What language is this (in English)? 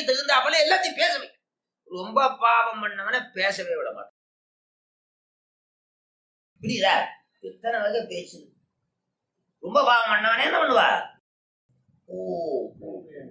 Tamil